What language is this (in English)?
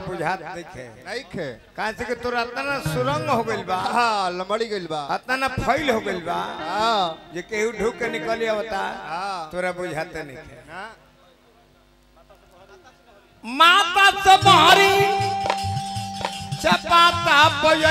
Bhojpuri